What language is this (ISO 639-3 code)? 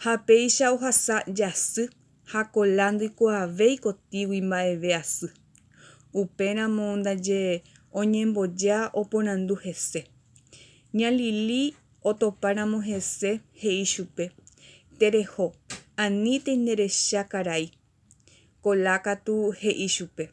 grn